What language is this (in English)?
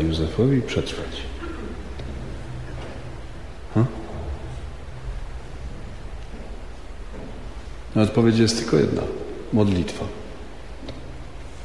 Polish